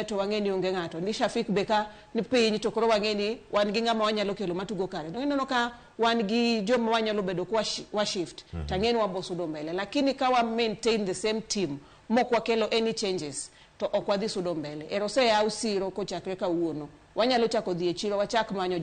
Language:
Luo (Kenya and Tanzania)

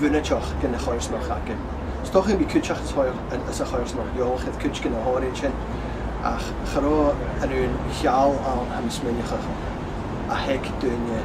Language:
Scottish Gaelic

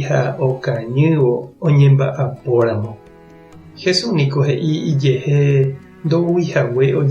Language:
Guarani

